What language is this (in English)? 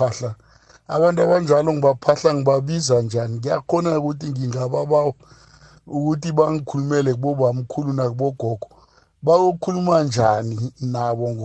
South Ndebele